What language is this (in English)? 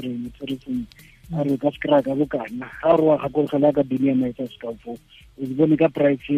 Tswana